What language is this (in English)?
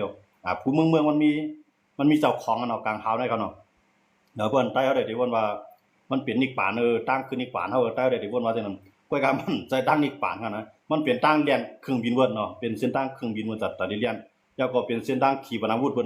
Shan